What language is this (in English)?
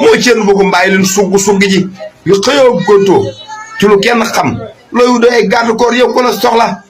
Wolof